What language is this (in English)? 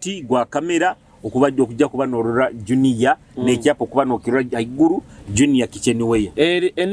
Nyoro